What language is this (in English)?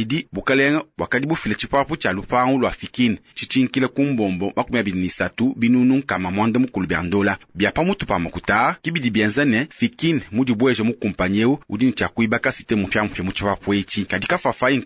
Luba-Lulua